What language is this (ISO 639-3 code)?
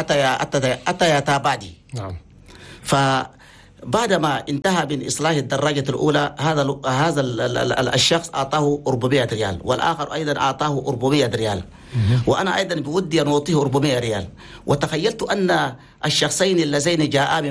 shu